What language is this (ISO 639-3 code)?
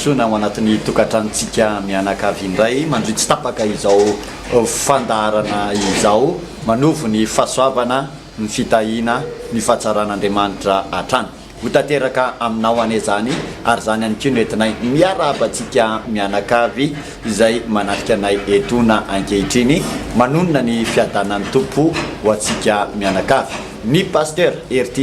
mlg